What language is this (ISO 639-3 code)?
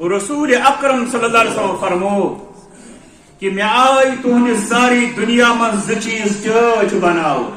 kas